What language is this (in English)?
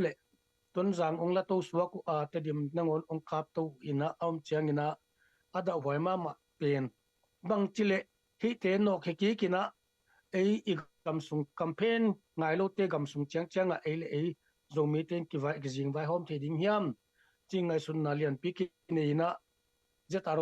Tedim Chin